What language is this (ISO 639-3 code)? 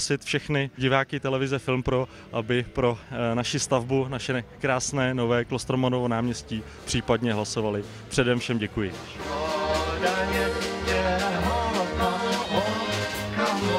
ces